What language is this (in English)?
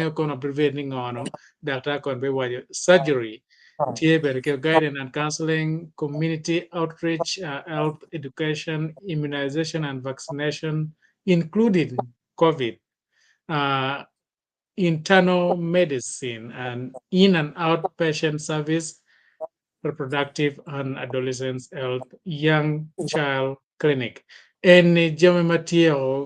Acoli